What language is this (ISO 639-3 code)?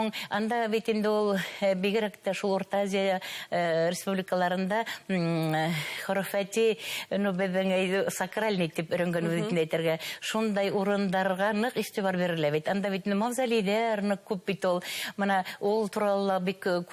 bak